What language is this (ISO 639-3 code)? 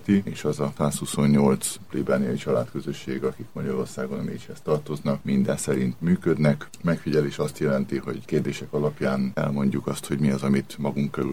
hun